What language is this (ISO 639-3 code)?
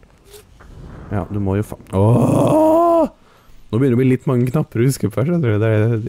nor